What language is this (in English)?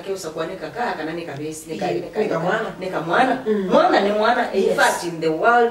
Kamba